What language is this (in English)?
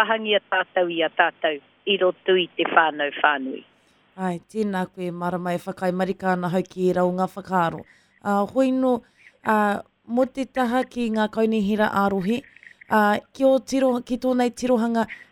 Māori